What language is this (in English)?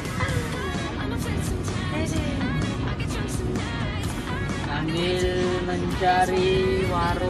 Indonesian